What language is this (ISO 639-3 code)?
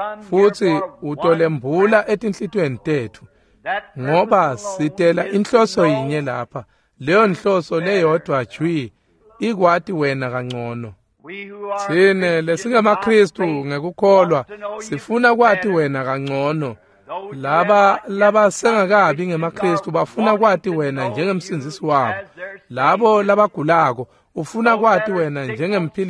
ssw